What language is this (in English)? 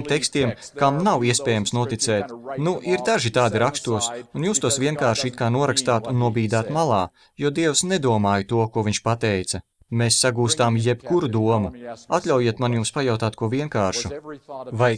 Latvian